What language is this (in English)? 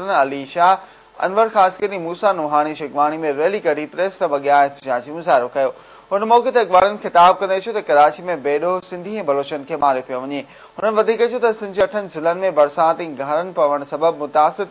Sindhi